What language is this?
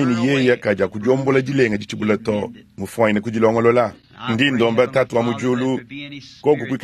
Luba-Lulua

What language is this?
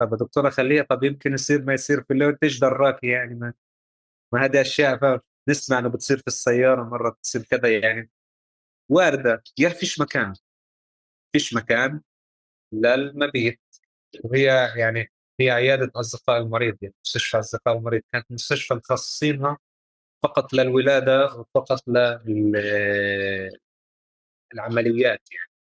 North Levantine Arabic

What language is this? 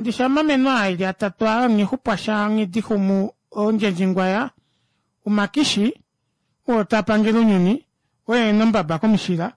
Kuanyama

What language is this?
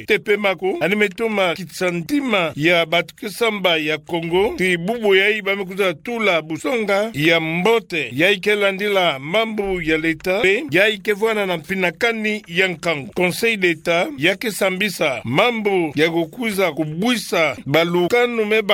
Kituba (Democratic Republic of Congo)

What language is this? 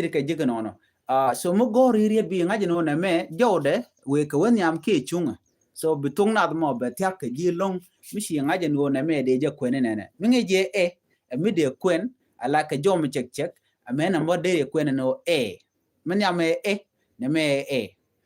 Nuer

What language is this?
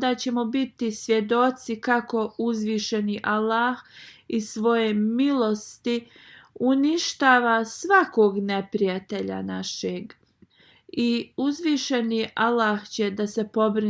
Bosnian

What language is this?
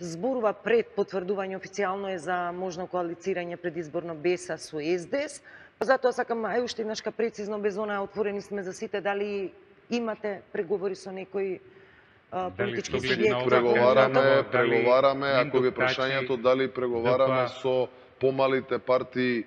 Macedonian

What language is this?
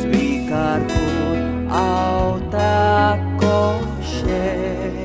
Konkani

